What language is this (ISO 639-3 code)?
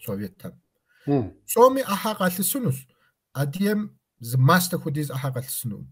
kbd